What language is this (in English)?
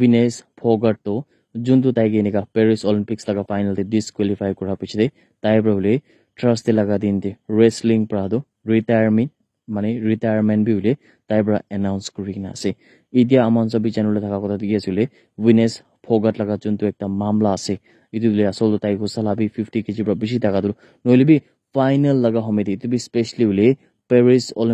Naga Pidgin